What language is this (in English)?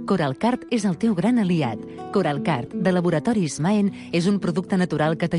Catalan